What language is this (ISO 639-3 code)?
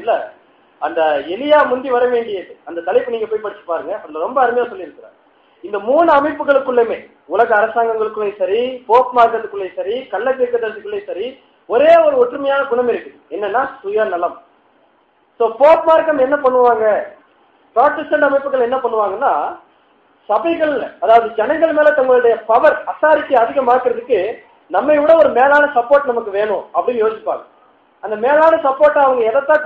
tam